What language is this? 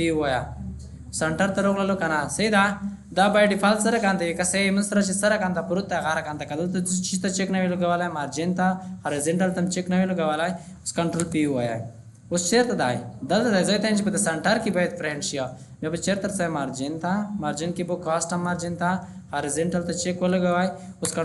Pashto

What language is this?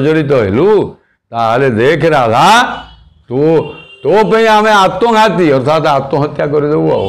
Odia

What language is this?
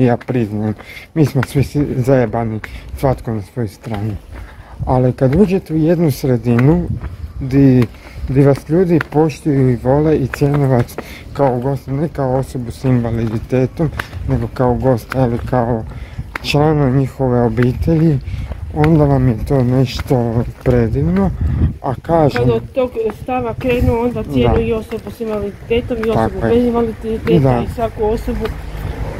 Croatian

